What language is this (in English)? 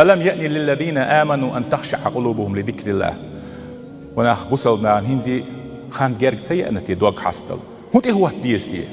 Chechen